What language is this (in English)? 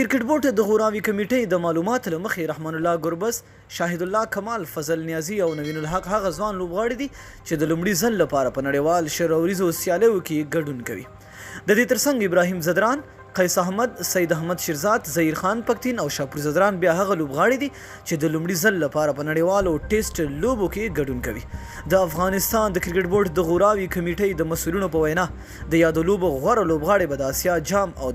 Pashto